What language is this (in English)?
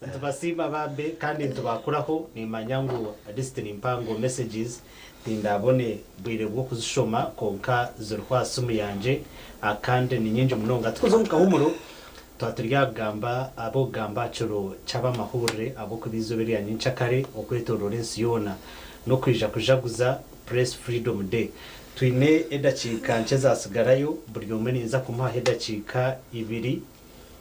Nyankole